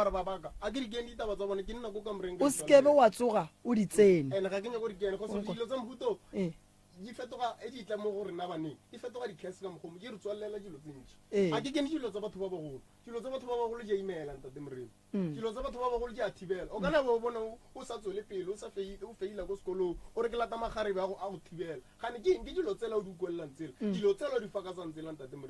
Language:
Northern Sotho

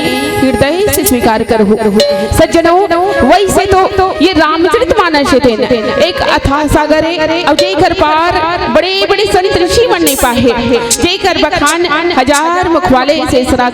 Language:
Chhattisgarhi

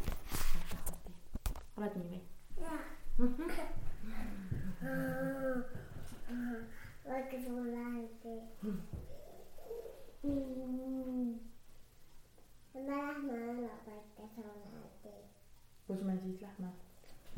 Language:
Estonian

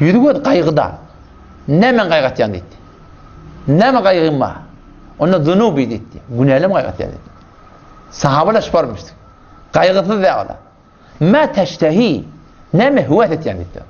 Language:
Turkmen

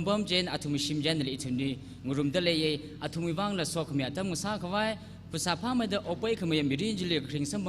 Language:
Tangkhul Naga (India)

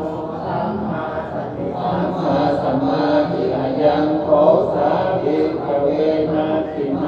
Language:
Pali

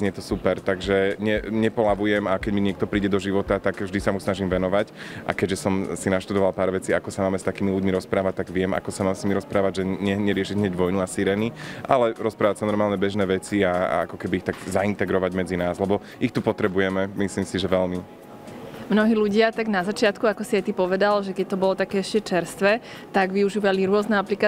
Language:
Slovak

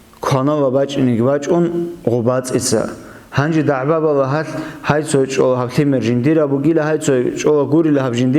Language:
Avaric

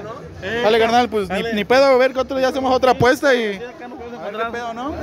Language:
Spanish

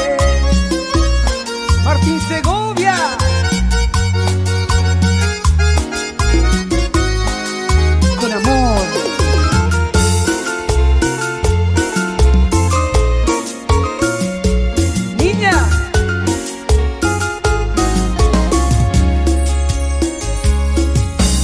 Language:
Spanish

